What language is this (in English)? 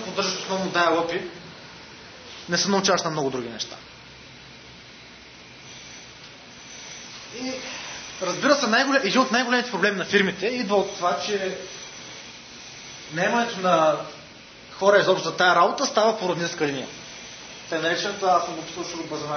Bulgarian